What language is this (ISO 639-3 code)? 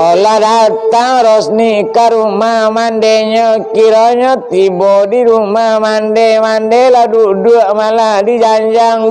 min